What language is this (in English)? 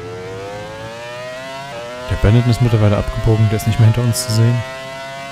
German